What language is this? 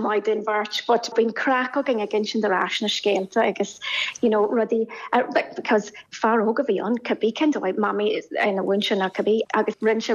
Irish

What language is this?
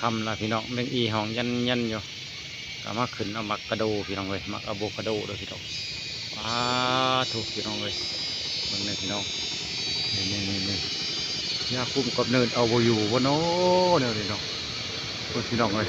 Lao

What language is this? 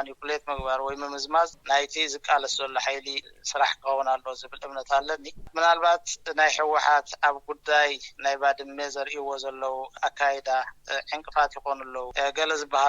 Tigrinya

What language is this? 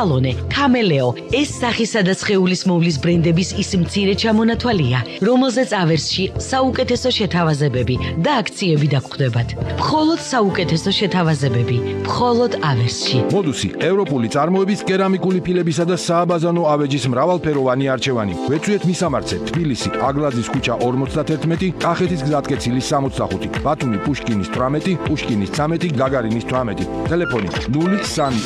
Georgian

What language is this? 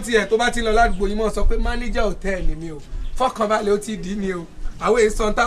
Yoruba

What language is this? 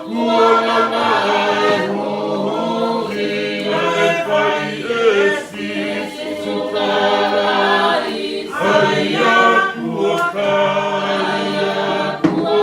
Tongan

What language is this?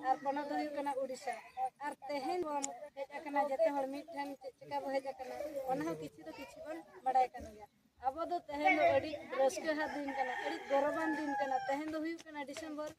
Santali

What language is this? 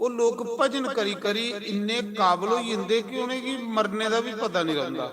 Dogri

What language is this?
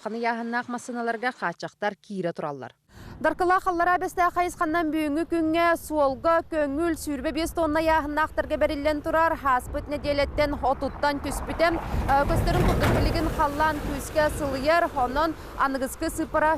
Yakut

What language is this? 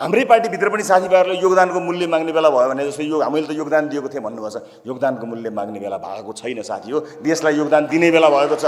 Nepali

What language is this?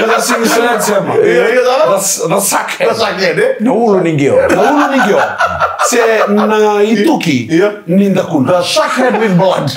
Fijian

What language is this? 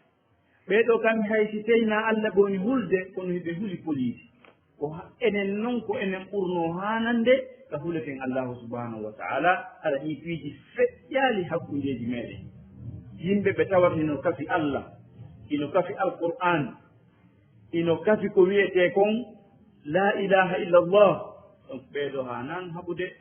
Fula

